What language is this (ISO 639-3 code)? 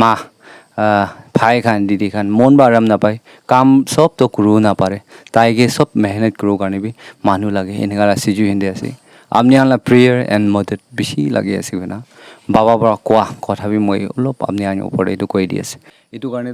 nag